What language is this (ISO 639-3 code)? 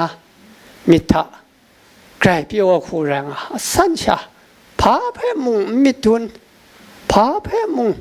kac